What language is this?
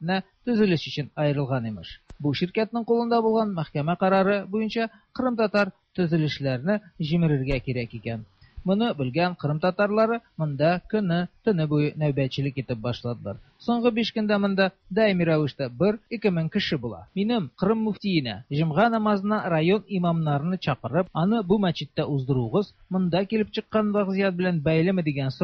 Tatar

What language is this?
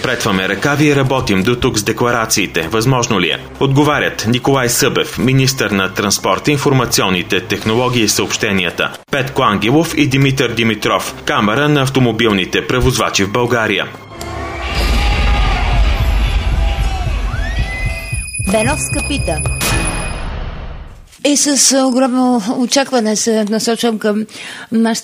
Bulgarian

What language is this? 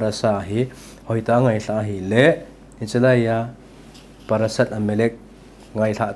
Thado Chin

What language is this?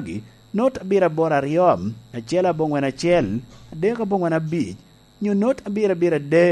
Lango (Uganda)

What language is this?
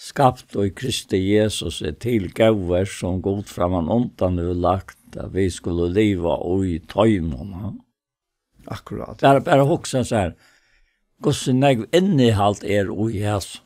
Faroese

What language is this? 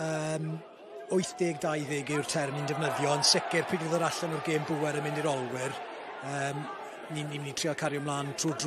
Welsh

